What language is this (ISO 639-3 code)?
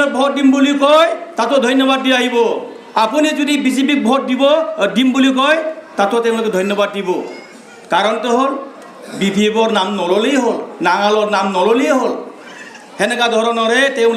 asm